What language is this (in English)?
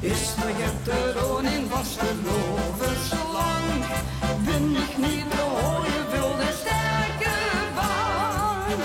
Limburgish